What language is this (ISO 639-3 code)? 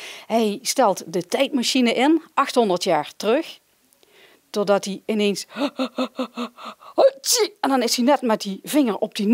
nld